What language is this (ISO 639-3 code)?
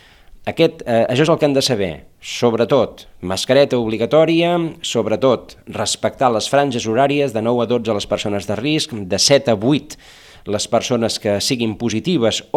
cat